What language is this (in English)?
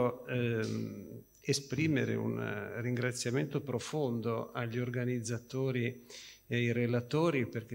Italian